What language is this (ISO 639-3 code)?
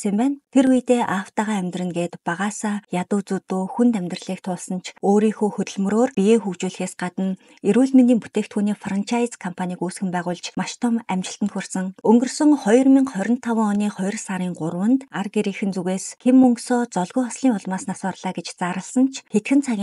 mon